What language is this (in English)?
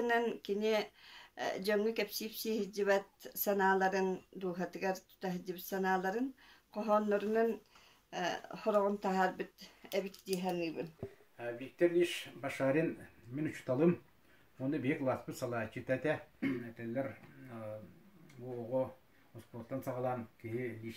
Yakut